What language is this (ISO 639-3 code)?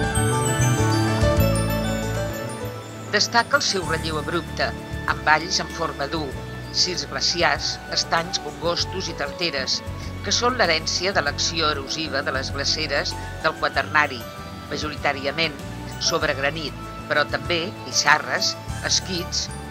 cat